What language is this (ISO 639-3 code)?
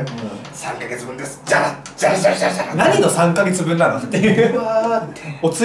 jpn